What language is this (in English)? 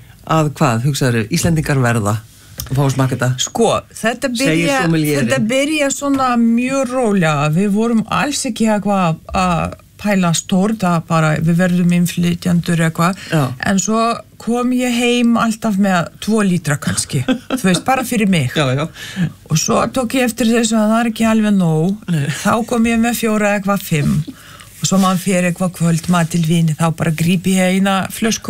Icelandic